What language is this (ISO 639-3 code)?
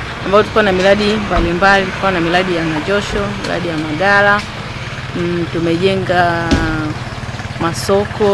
swa